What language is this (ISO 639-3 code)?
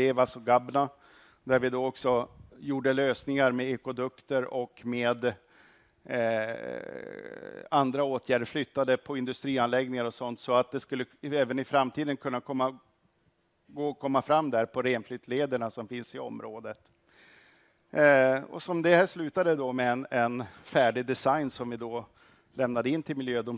swe